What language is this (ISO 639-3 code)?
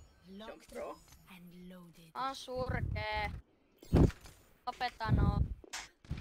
fin